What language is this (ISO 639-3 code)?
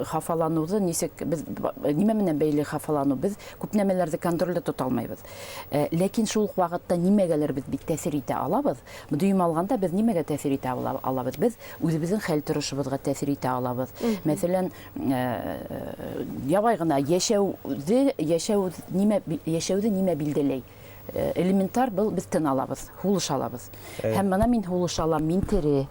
bak